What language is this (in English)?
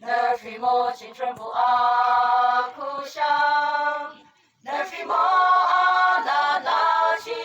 Yimchungru Naga